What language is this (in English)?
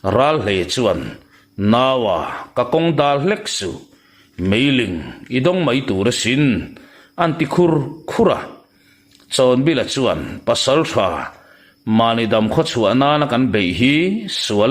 Mizo